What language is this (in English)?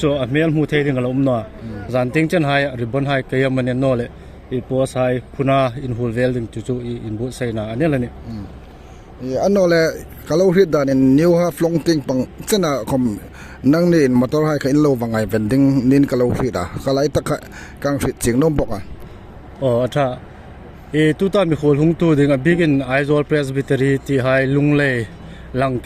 Hmar